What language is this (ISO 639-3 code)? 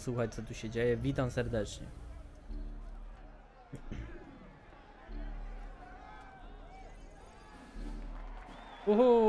pol